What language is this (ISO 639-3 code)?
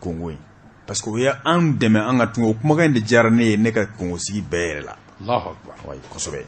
bam